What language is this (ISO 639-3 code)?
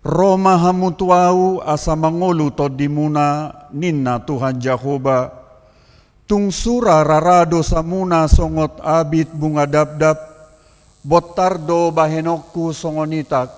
bbc